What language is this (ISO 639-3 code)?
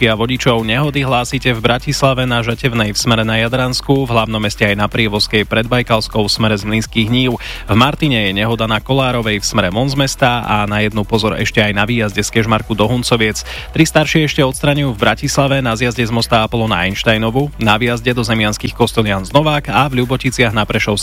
slk